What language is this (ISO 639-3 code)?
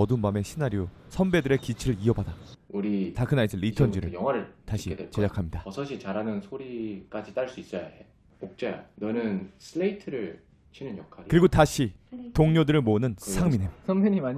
kor